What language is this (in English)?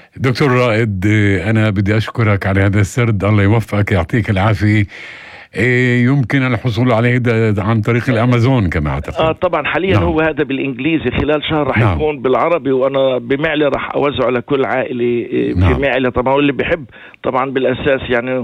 North Levantine Arabic